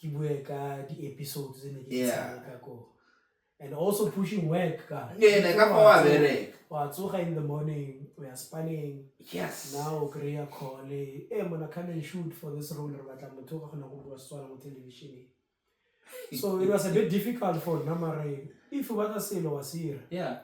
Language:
Tswana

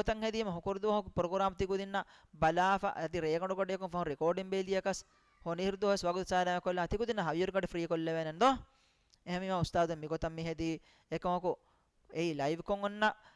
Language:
Divehi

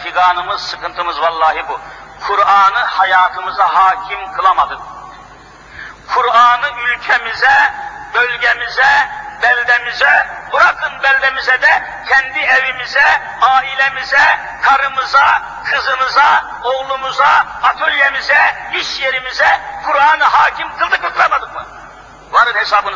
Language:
Turkish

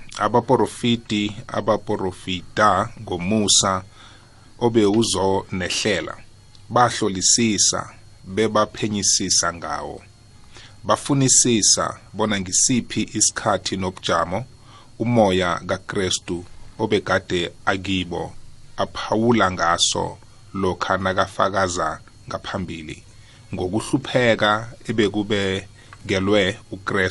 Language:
South Ndebele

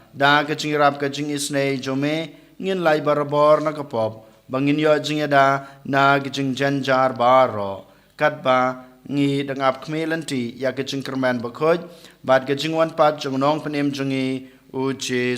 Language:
Khasi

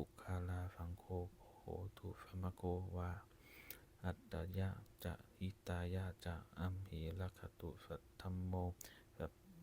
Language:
Pali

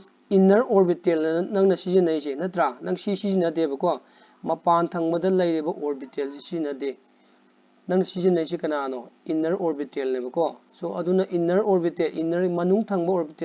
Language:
Manipuri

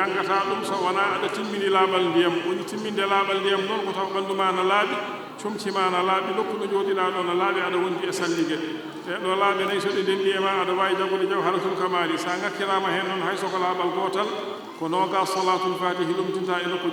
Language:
Fula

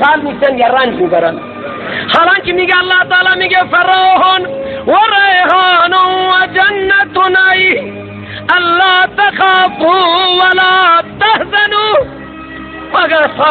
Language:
Persian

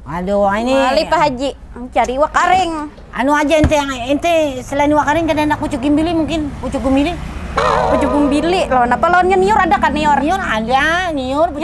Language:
Banjar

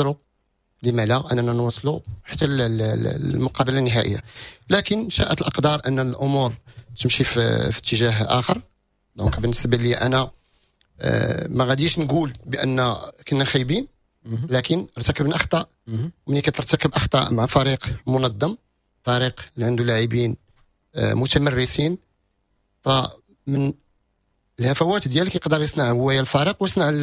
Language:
Moroccan Arabic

